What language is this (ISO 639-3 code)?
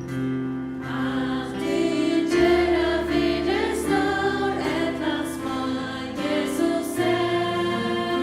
fao